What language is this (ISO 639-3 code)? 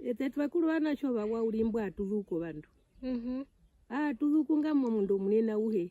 her